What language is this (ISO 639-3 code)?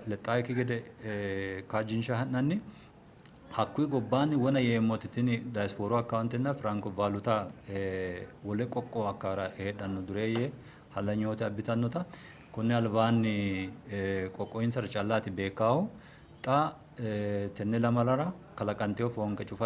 sid